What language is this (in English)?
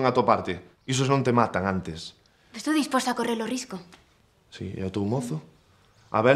Galician